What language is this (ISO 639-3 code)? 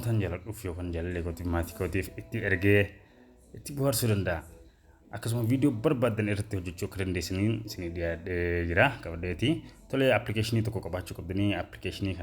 orm